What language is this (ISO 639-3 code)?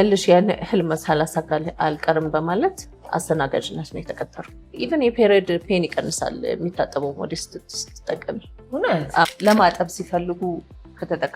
amh